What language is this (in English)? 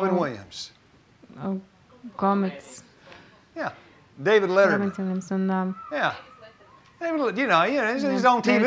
Latvian